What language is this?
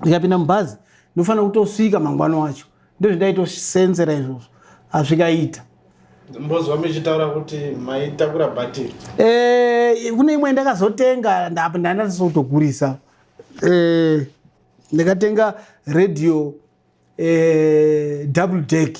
Shona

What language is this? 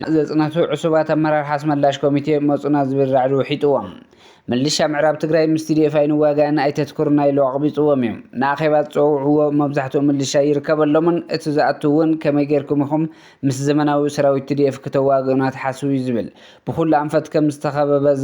Tigrinya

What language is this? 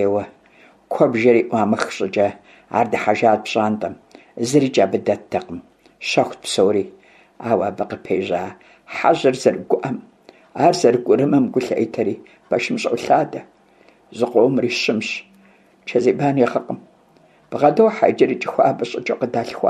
Kabardian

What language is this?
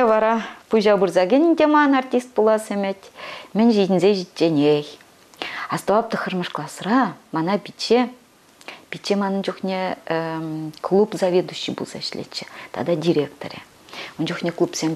Chuvash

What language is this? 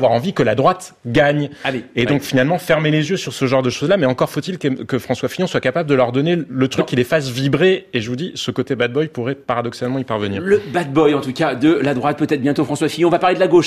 French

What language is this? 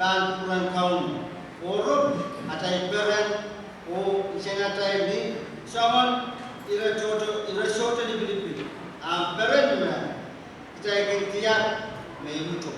Pohnpeian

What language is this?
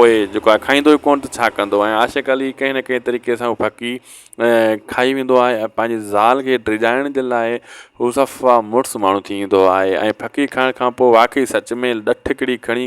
Sindhi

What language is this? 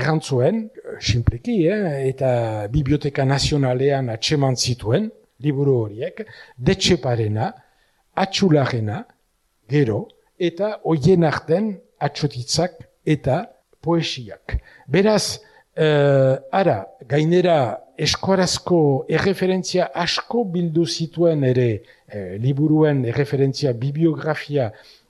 Basque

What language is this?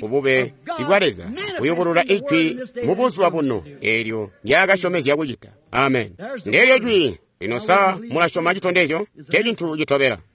Tonga (Zambia)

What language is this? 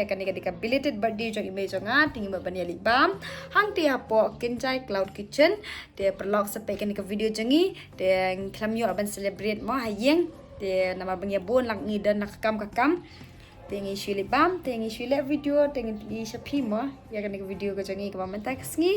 Khasi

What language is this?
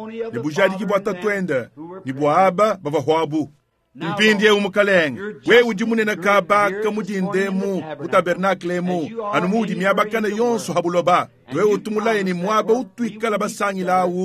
Luba-Lulua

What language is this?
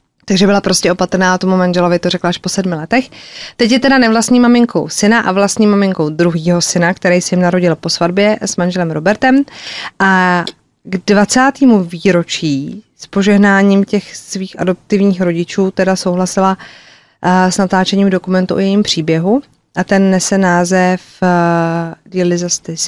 Czech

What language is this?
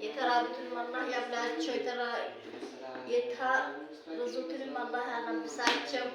Amharic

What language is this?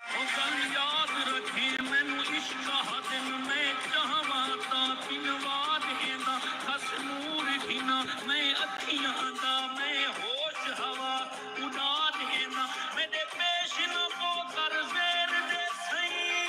Saraiki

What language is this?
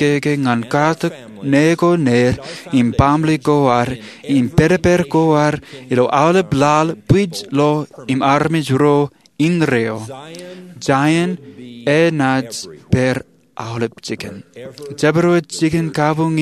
Marshallese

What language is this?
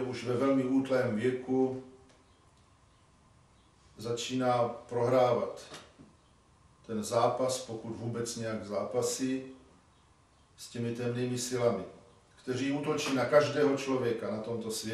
Czech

